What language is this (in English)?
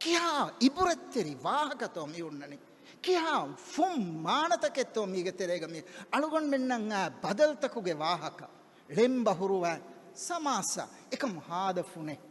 Divehi